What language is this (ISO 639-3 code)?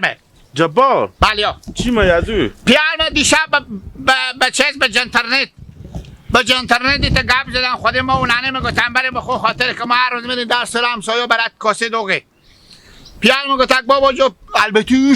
haz